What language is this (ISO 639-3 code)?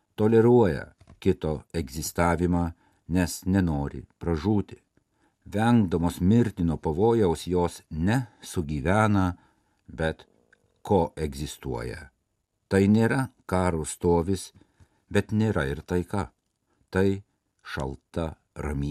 lit